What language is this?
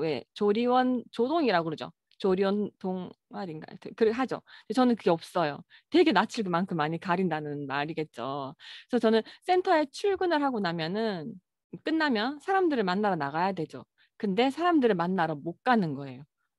Korean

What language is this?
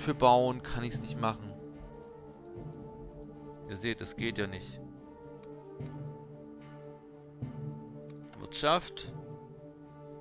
German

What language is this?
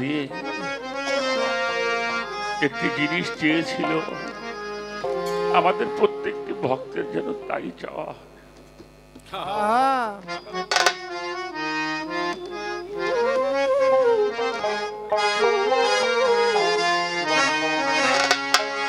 Bangla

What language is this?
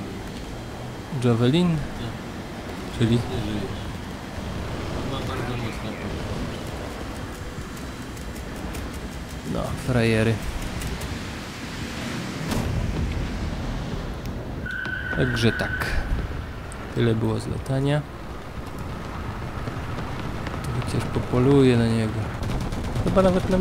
Polish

